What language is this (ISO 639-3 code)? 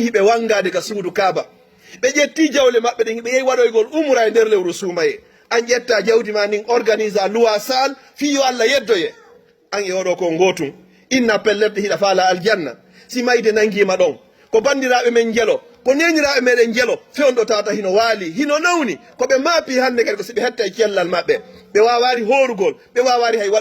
ful